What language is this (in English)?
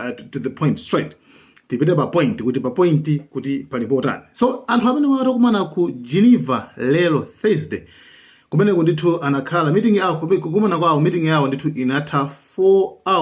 Nyanja